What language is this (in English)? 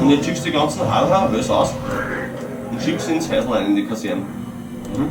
Bavarian